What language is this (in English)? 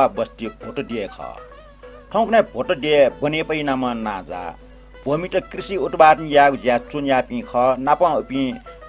Newari